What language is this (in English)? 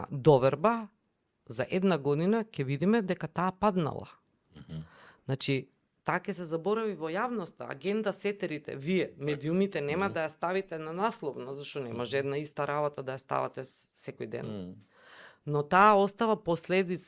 Macedonian